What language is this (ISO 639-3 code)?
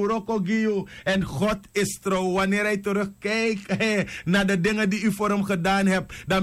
srn